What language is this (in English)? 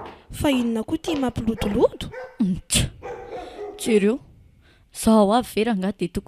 Malagasy